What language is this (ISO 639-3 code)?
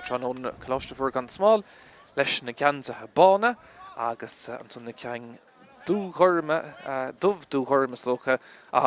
gle